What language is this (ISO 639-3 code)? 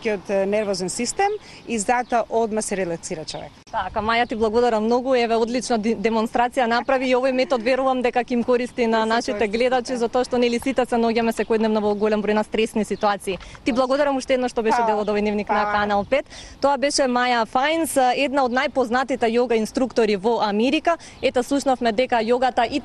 mkd